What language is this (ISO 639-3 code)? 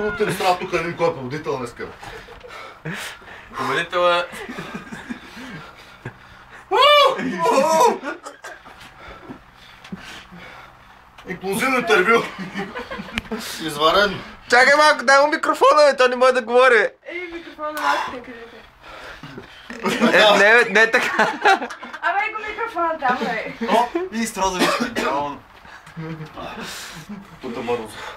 bul